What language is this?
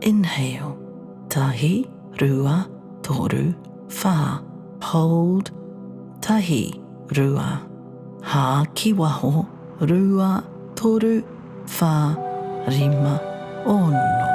Māori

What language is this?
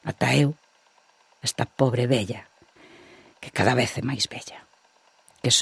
Galician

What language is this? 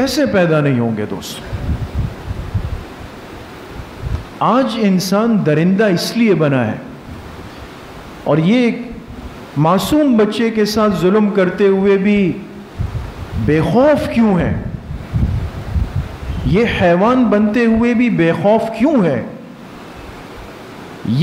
Urdu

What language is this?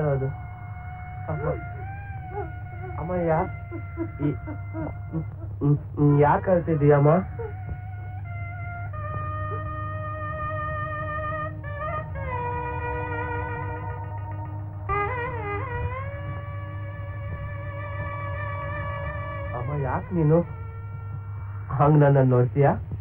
Kannada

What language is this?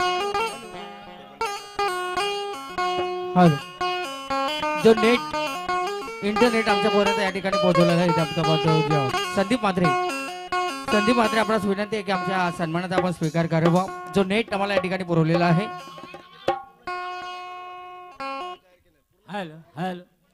Marathi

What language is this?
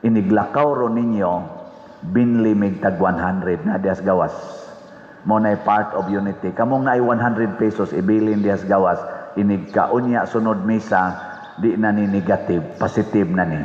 Cebuano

